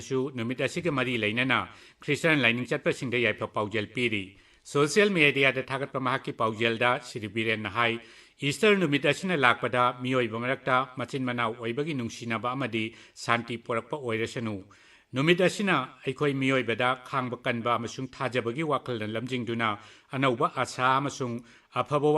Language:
Manipuri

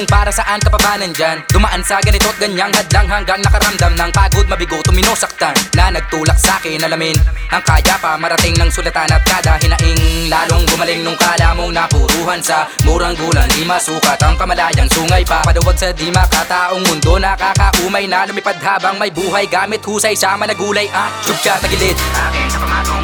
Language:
Filipino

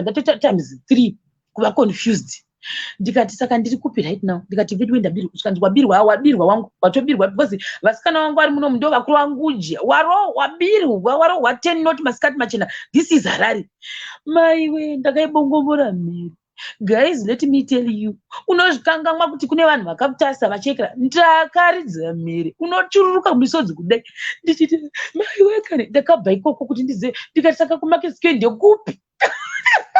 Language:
Shona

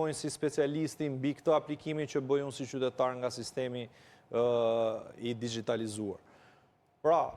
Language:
Albanian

